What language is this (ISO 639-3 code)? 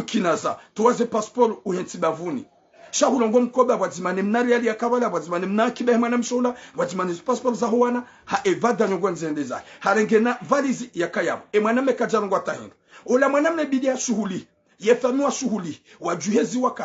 zdj